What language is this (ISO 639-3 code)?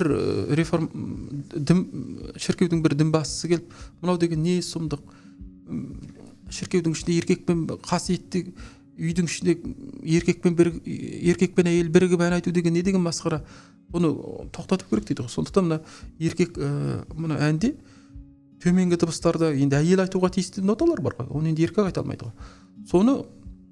kaz